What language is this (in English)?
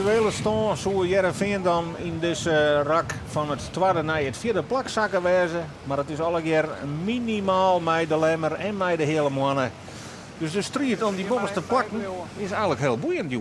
Western Frisian